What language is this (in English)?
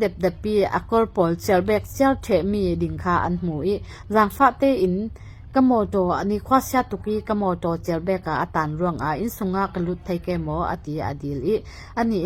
Falam Chin